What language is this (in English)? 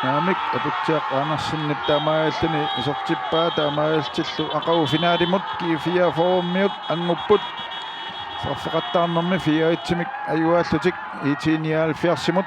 Kalaallisut